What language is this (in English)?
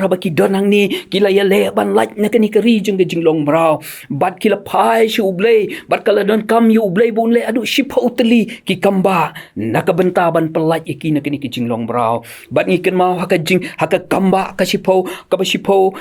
Khasi